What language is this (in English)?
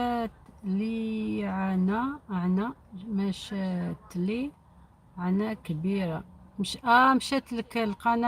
Algerian Arabic